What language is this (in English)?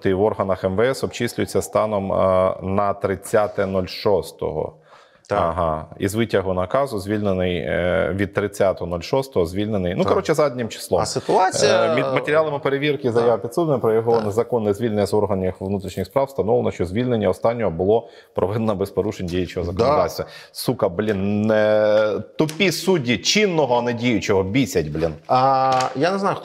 Ukrainian